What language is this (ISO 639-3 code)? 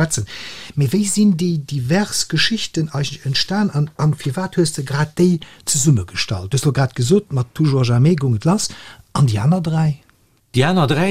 ltz